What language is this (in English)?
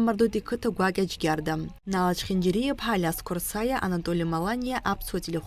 Abkhazian